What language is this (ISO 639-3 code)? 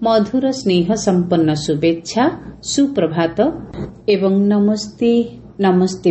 ori